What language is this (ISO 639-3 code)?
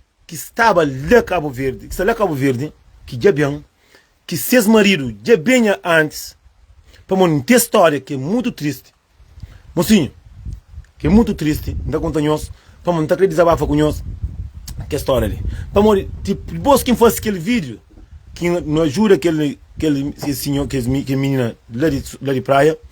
kea